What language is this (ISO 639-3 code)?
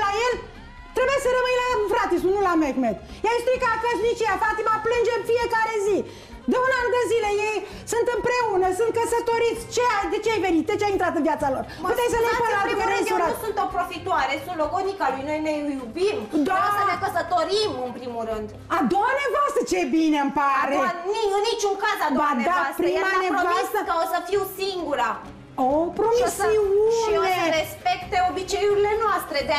ron